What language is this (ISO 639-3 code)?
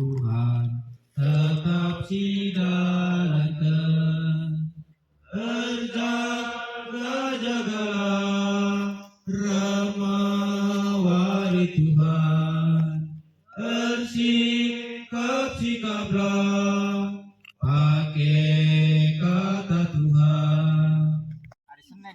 btx